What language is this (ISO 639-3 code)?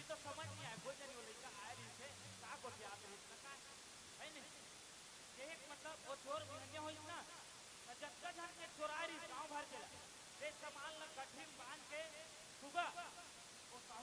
hne